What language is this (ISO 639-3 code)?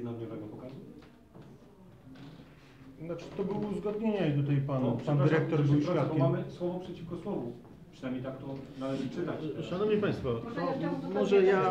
pol